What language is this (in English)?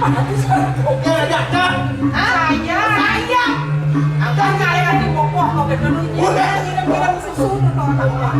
Balinese